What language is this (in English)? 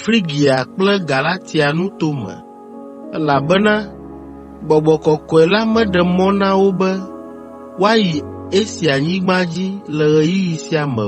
Ewe